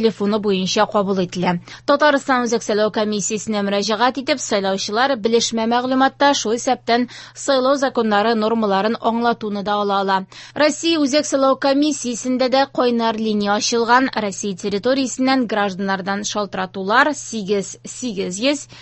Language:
Tatar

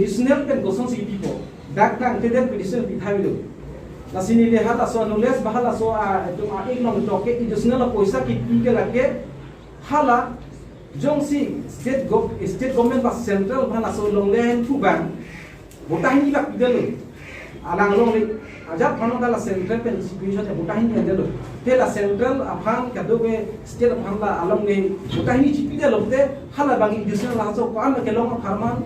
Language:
Karbi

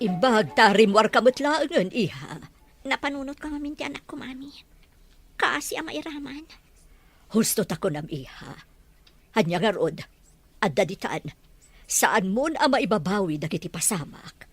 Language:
Iloko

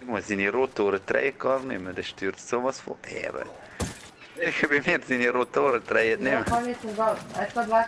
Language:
Swiss German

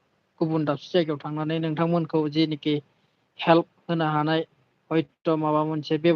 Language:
Bodo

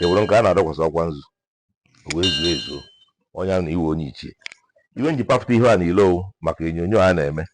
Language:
Igbo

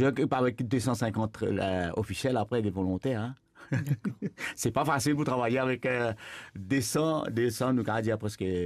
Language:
Morisyen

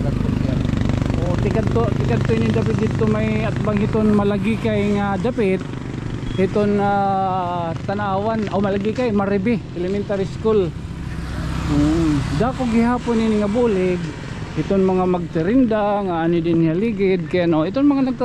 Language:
Waray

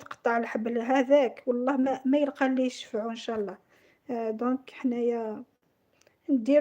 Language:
Algerian Arabic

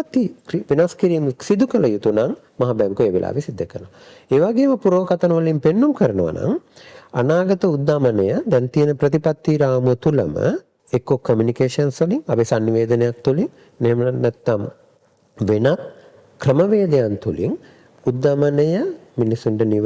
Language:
Sinhala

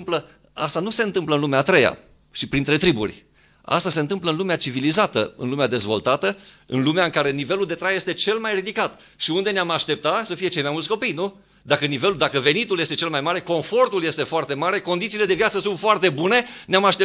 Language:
Romanian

